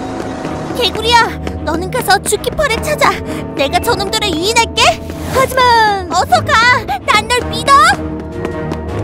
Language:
Korean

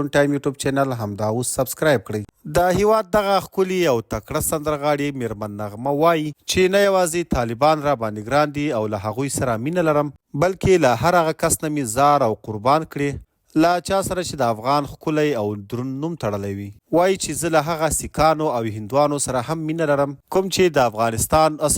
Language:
Pashto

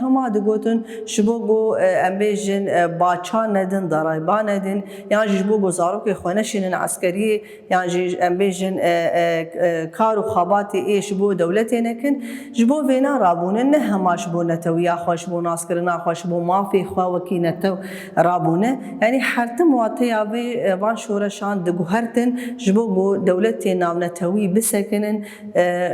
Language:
Kurdish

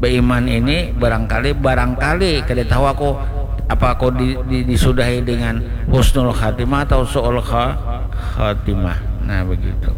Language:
Banjar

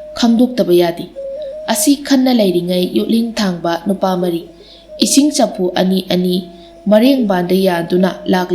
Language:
Manipuri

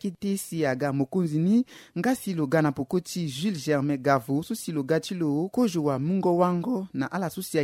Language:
Sango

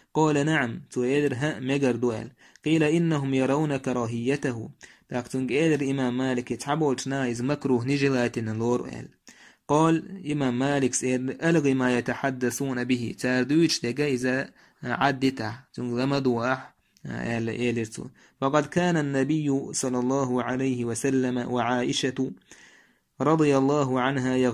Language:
Chechen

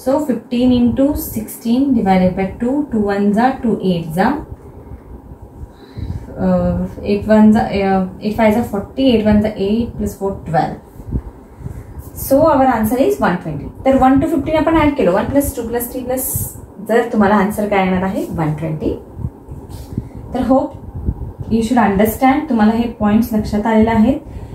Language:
Marathi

